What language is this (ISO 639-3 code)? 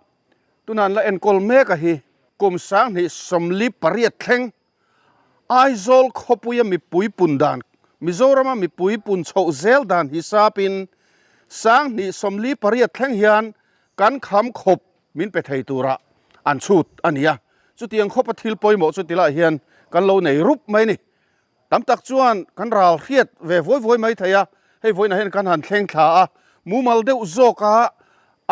lus